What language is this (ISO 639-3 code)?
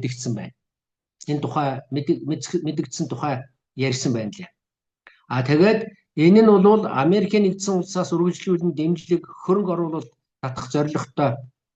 mon